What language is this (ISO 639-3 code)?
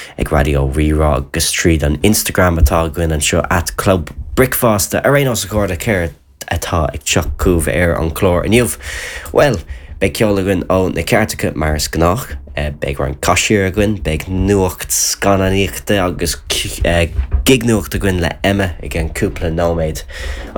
gle